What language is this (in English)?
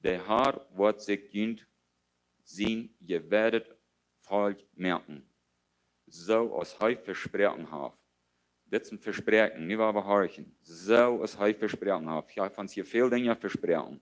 Plautdietsch